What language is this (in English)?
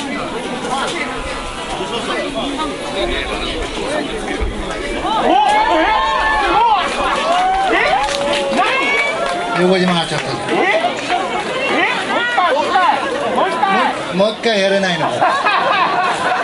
Japanese